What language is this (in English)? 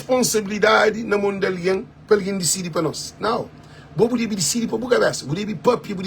Kabuverdianu